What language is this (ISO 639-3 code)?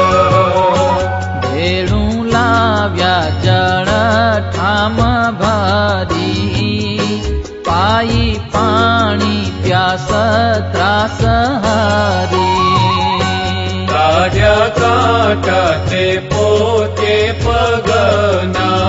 guj